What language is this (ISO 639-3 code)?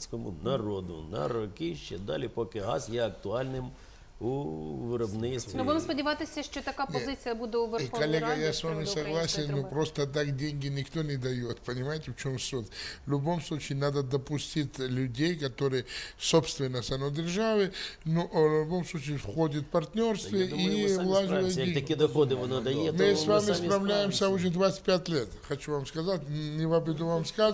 ukr